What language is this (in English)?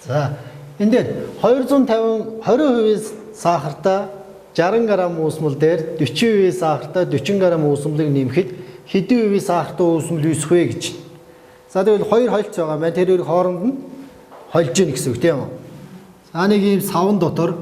Mongolian